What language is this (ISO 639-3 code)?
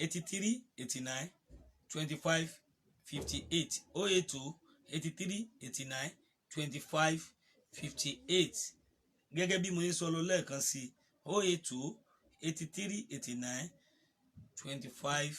yor